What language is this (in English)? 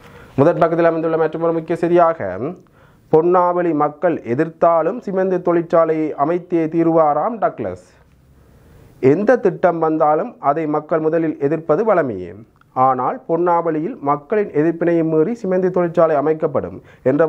Tamil